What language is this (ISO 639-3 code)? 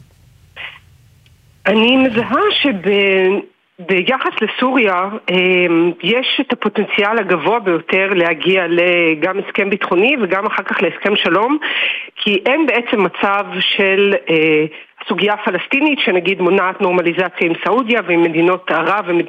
heb